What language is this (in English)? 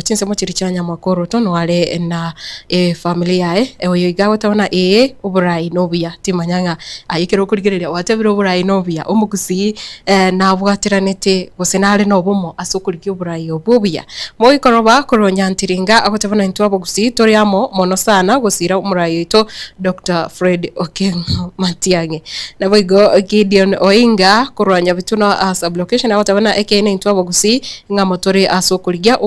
Gusii